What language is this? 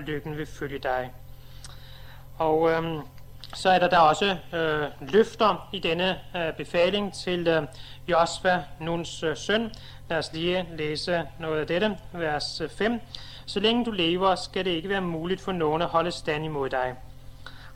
Danish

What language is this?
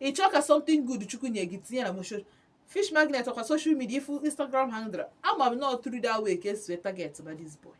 Igbo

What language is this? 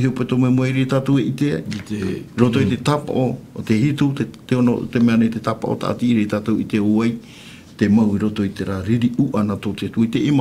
Tahitian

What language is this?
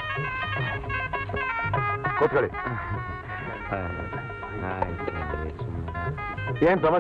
Kannada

